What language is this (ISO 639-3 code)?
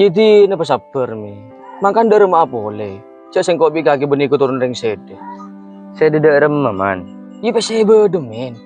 mad